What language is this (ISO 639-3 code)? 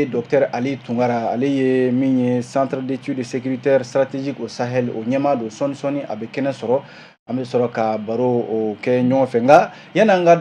bam